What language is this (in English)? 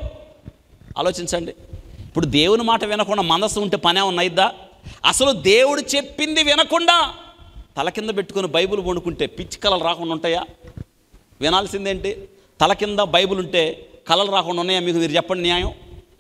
Telugu